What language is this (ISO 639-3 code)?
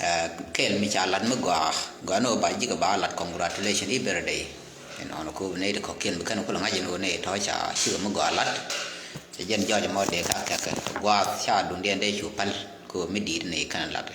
nus